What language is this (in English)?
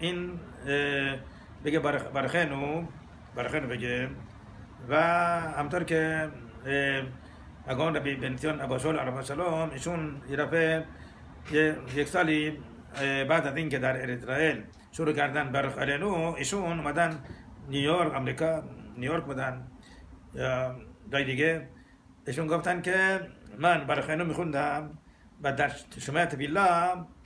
Persian